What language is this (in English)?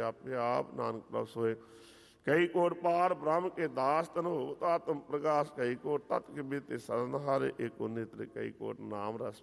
Punjabi